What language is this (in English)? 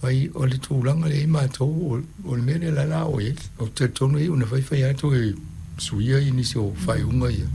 Samoan